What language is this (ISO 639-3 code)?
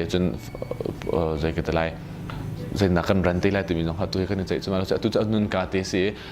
cnh